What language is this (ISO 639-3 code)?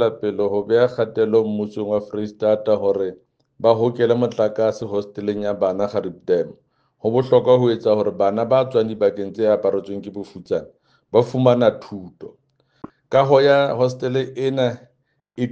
sot